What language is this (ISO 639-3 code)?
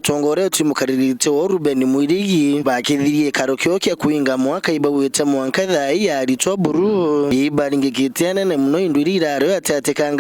mer